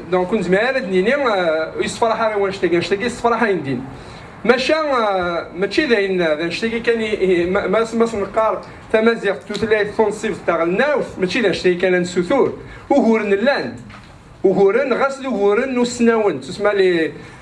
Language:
Kabyle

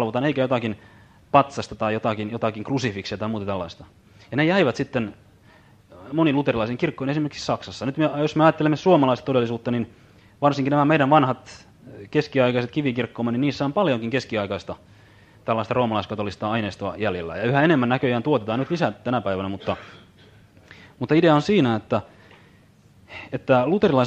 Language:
Finnish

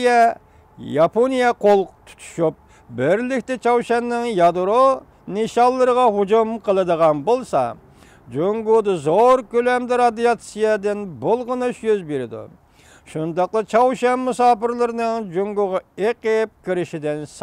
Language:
Uyghur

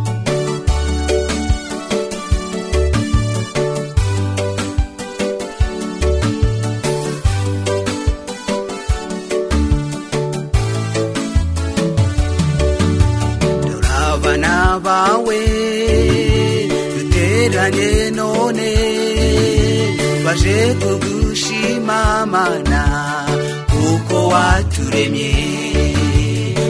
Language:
Kinyarwanda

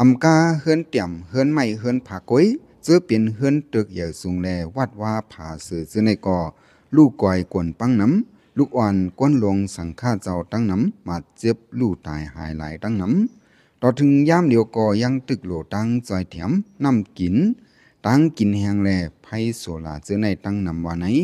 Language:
Shan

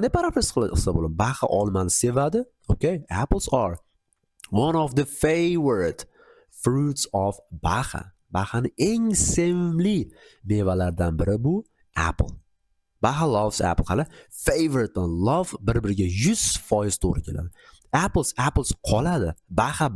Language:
Uzbek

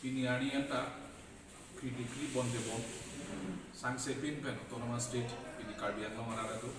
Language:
Karbi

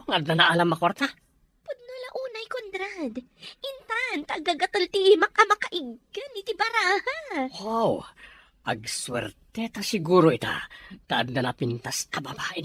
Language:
Iloko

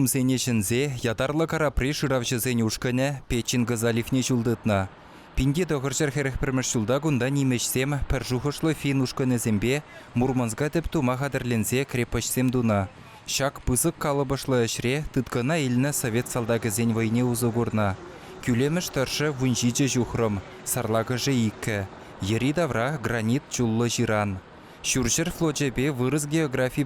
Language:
Chuvash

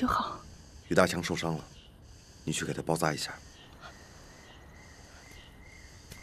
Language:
Chinese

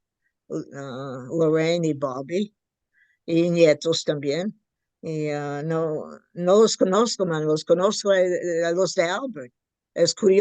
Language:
Ladino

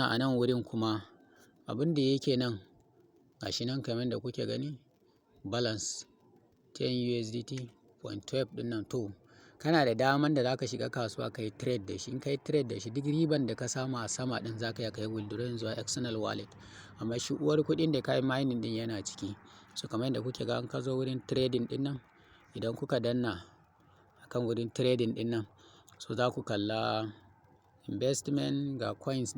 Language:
Hausa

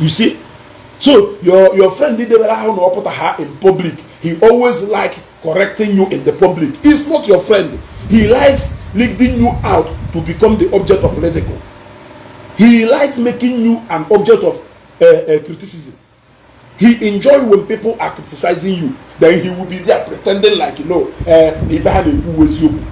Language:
Igbo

